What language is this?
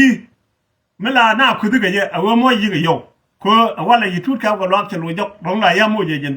Nuer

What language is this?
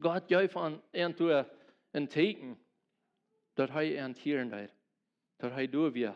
Plautdietsch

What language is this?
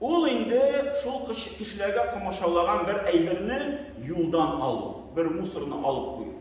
Tatar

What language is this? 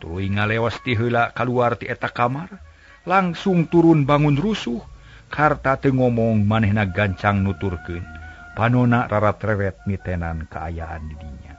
Sundanese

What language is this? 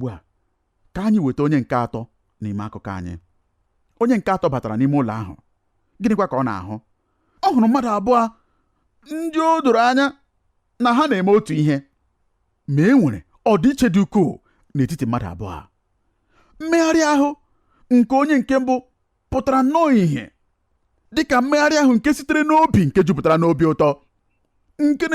Igbo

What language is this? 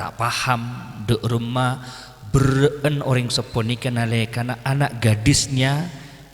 Madurese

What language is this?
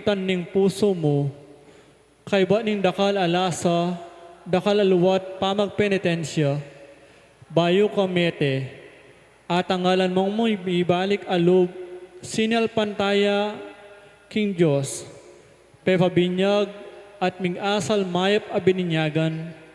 Pampanga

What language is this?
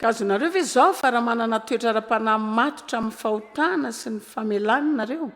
Malagasy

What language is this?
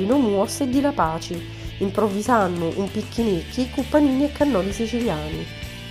Sicilian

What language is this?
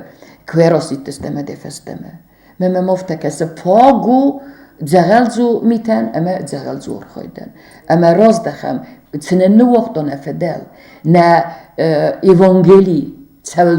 Ossetic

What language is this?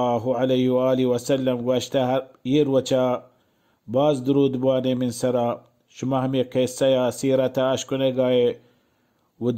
Baluchi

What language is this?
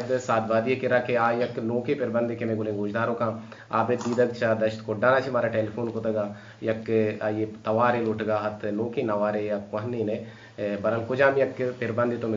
Baluchi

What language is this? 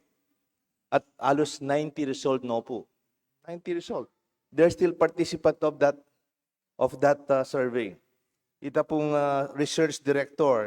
Pampanga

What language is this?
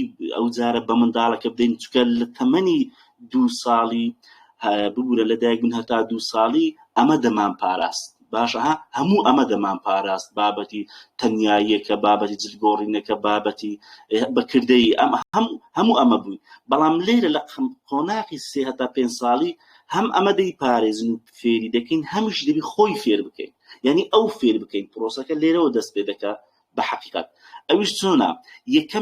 Central Kurdish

